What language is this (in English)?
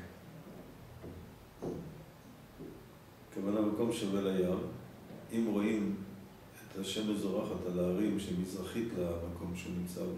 Hebrew